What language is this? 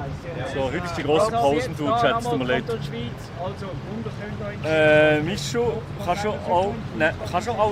Swiss German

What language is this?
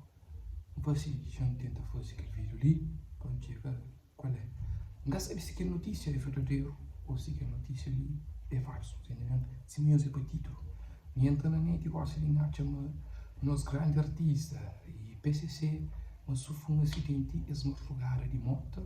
Kabuverdianu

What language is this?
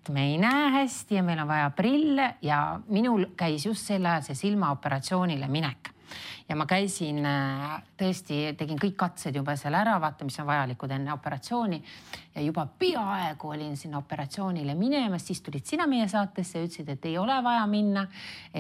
Estonian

